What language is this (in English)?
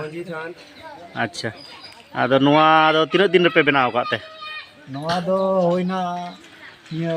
Santali